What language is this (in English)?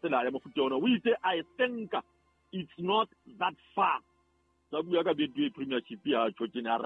Southern Sotho